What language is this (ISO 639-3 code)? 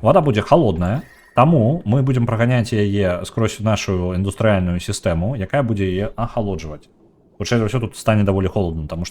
bel